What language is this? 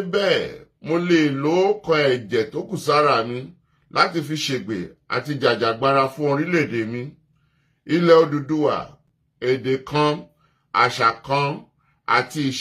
Yoruba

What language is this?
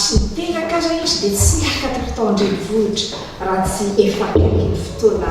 Malagasy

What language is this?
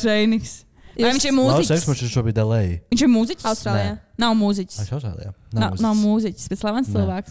Latvian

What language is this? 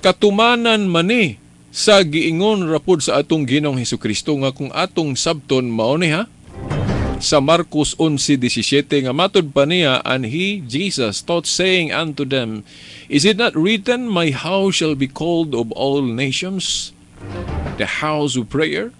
Cebuano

